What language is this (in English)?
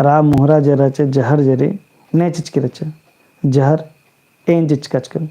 Kurukh